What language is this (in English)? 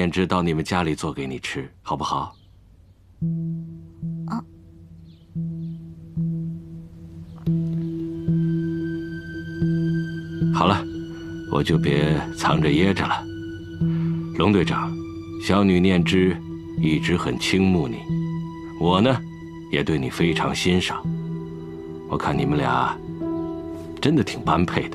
Chinese